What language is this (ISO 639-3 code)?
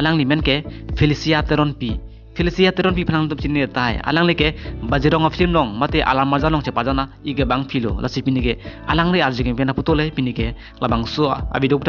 mjw